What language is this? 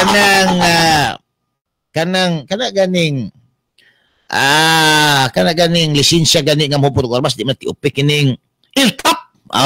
Cebuano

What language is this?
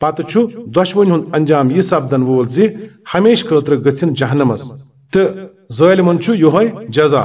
Kashmiri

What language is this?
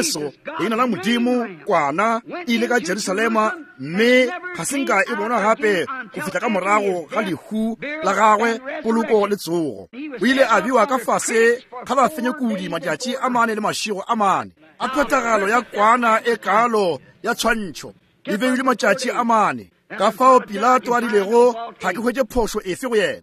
Northern Sotho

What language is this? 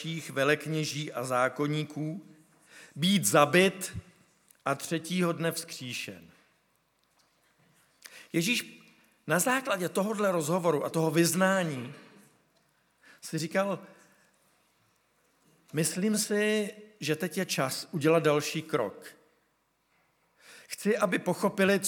Czech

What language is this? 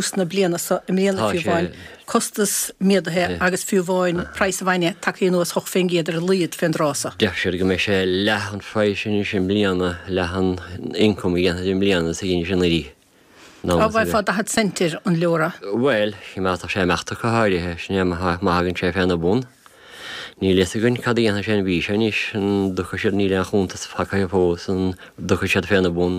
Irish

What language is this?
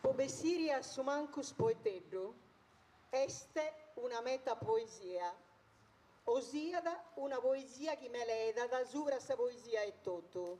Sardinian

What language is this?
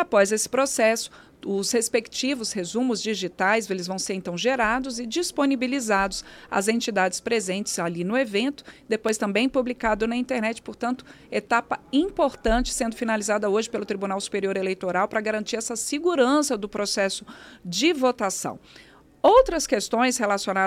Portuguese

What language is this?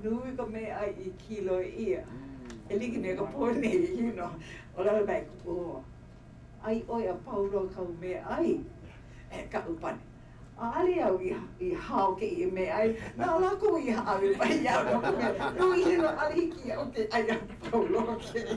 Hawaiian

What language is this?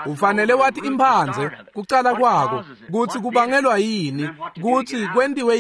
Swati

